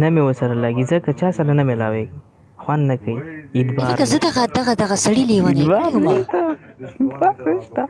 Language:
Pashto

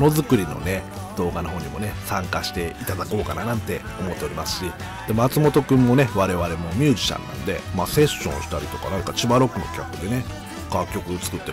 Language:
Japanese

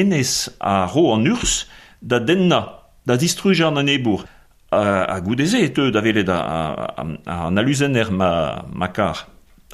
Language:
Breton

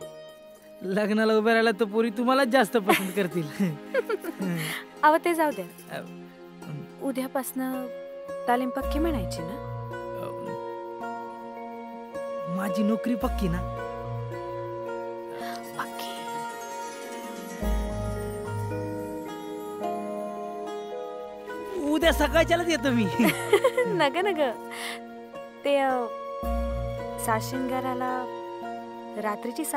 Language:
Marathi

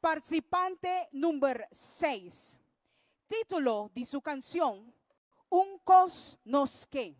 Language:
Papiamento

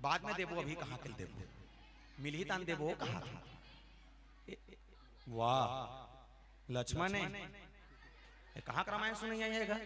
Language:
Chhattisgarhi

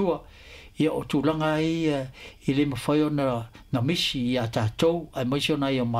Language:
Samoan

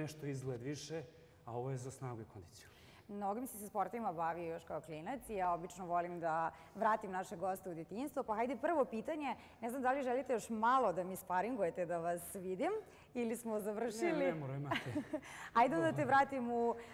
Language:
Serbian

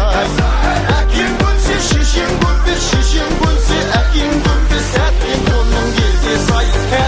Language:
Kazakh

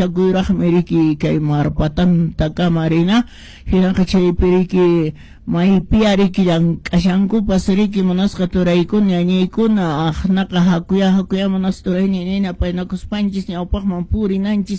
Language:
Quechua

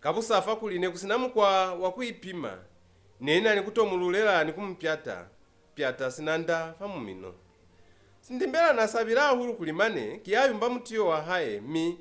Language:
Lozi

